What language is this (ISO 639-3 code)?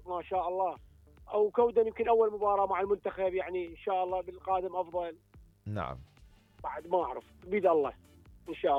acm